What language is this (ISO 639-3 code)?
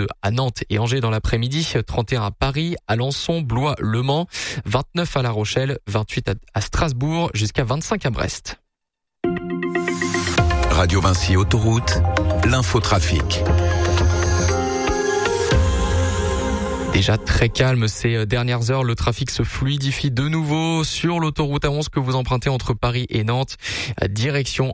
fra